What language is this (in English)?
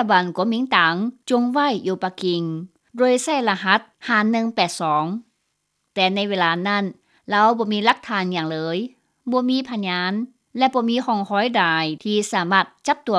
Lao